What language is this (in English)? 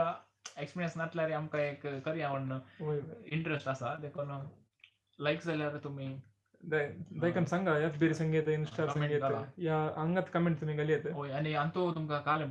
Konkani